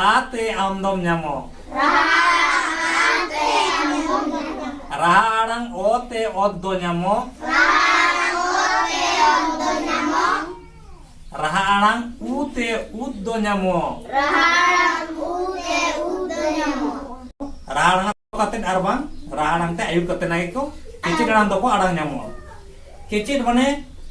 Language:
Santali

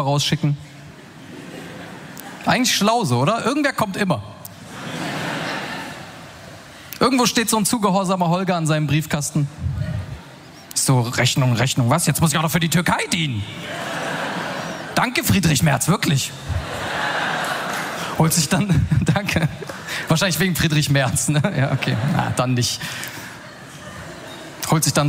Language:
German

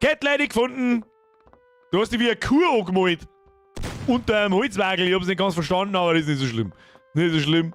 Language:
Bavarian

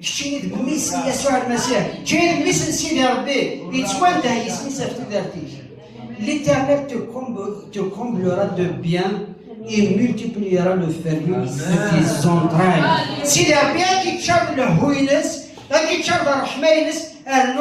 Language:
Kabyle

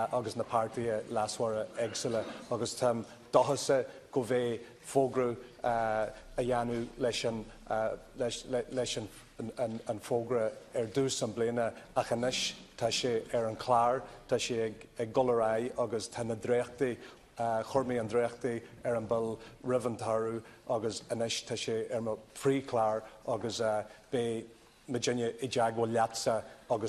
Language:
Irish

